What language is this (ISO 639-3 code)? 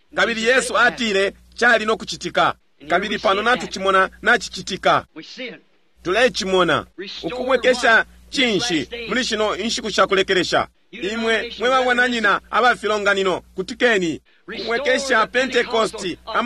bem